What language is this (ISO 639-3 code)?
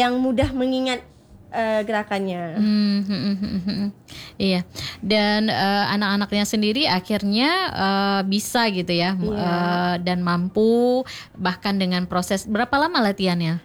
ind